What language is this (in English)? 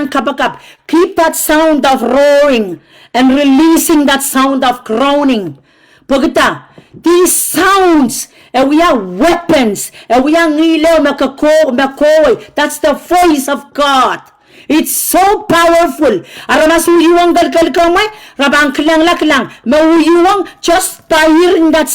Pohnpeian